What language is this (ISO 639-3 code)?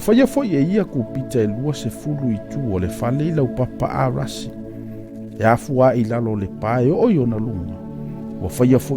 smo